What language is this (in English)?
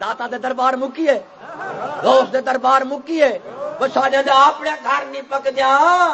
Saraiki